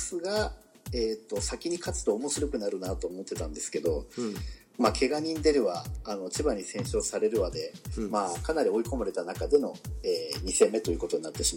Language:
Japanese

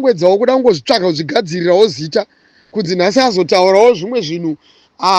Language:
Shona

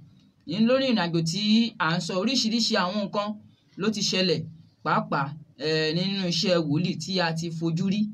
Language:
Yoruba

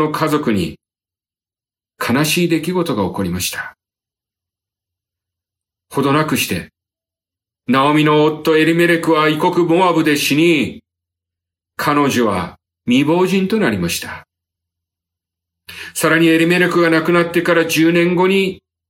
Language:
Japanese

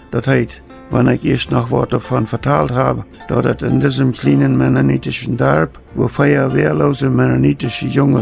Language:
Plautdietsch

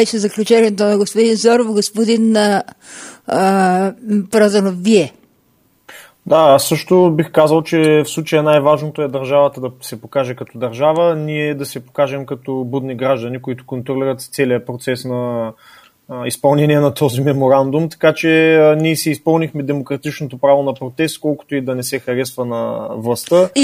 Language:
Bulgarian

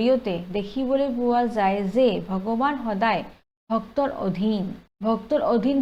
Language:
Assamese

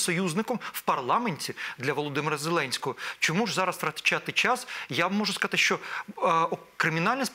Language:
Ukrainian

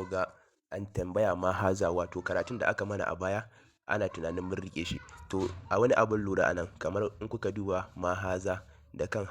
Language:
Hausa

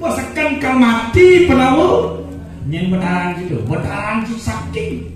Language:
Balinese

